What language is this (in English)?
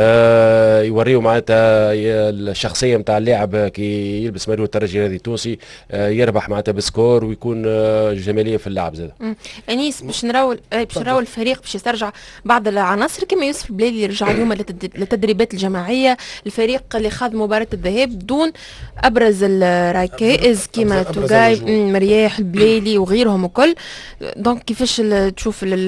Tunisian Arabic